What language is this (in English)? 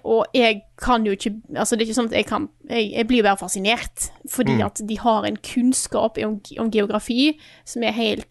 Norwegian